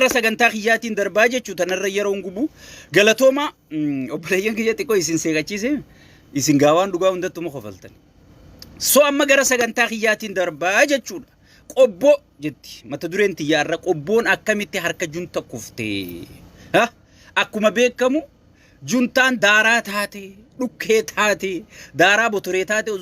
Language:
Oromo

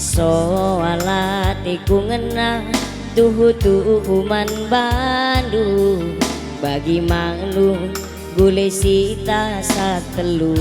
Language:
Batak Karo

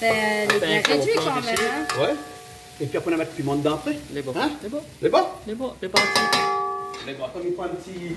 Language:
Réunion Creole French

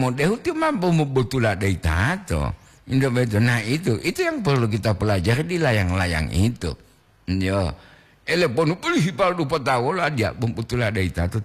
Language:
Gorontalo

